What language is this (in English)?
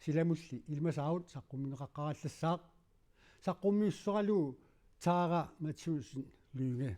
Kalaallisut